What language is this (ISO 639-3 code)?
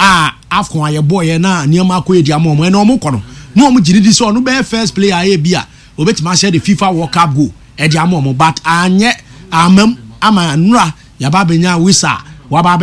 aka